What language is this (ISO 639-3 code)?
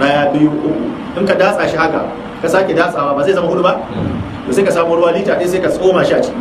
hau